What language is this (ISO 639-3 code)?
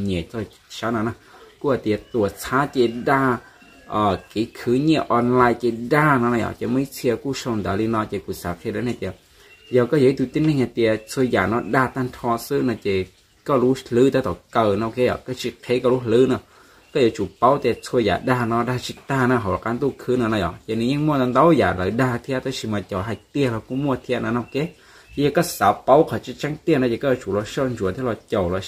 hmn